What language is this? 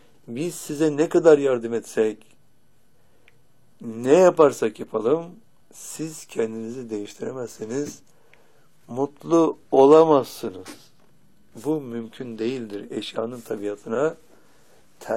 Turkish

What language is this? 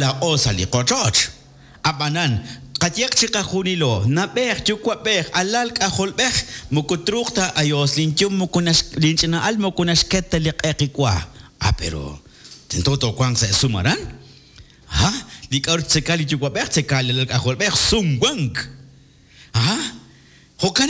Kekchí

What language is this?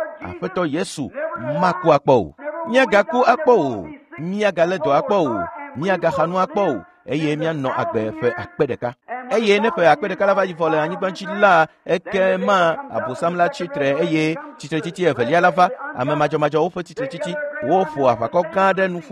Ewe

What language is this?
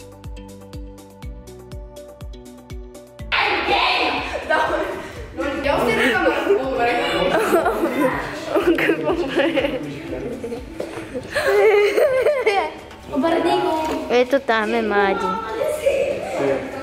Bulgarian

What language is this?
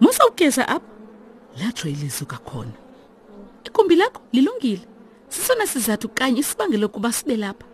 Xhosa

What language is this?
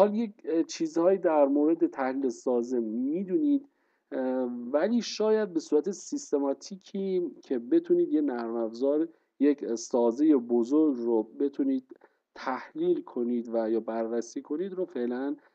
Persian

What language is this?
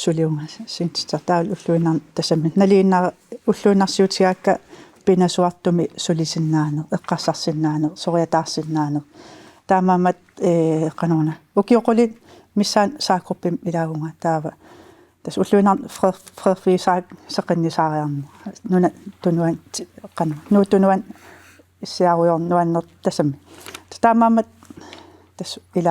Kalaallisut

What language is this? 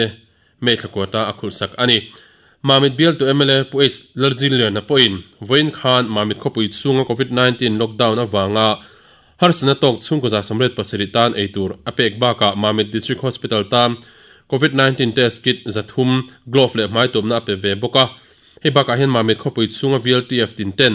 Mizo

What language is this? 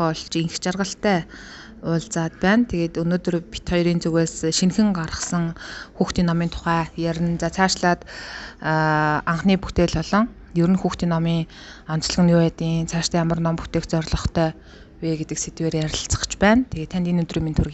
Mongolian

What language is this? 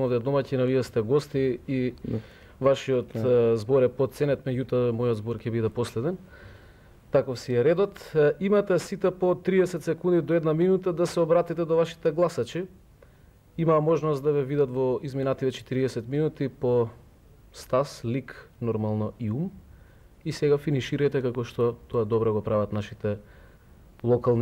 Macedonian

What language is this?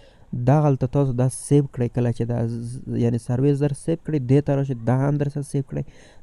Pashto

